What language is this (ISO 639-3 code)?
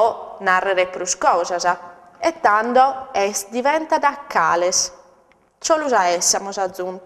srd